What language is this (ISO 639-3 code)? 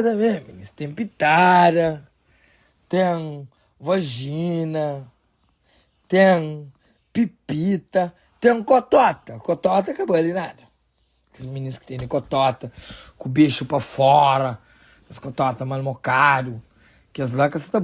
kea